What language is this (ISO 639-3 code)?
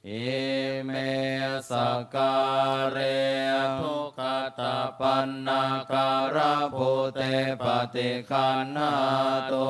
pli